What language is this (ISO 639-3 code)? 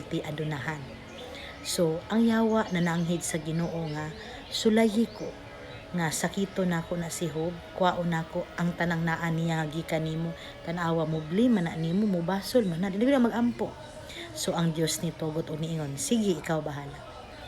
ceb